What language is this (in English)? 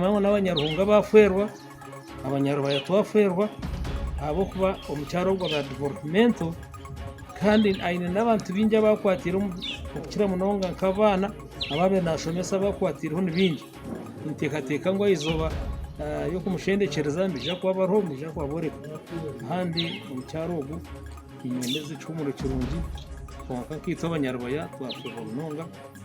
Nyankole